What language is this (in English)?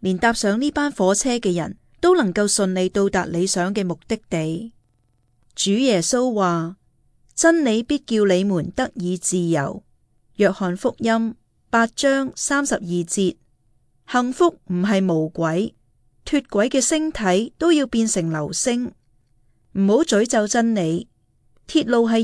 Cantonese